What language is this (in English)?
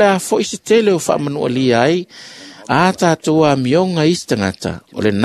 Samoan